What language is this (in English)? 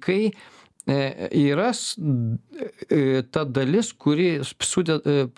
Lithuanian